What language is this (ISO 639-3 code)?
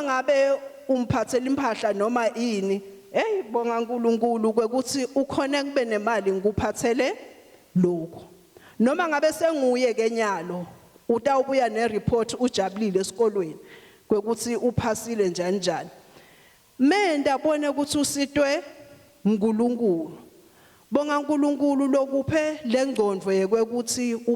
ssw